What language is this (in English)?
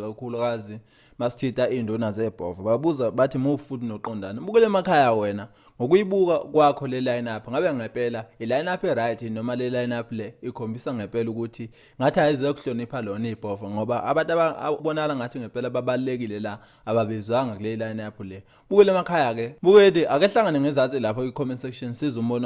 Zulu